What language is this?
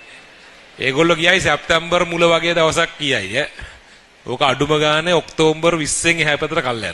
Sinhala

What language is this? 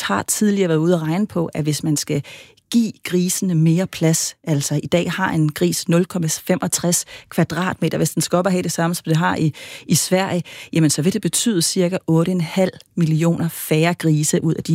Danish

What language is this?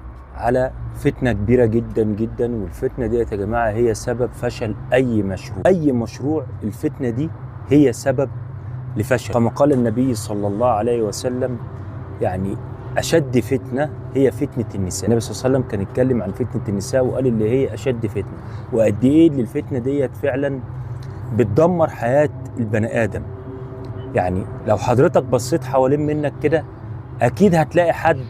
Egyptian Arabic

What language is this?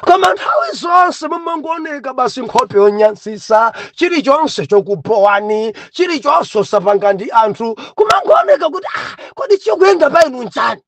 Nyanja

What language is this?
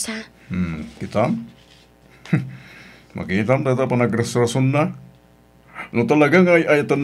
Iloko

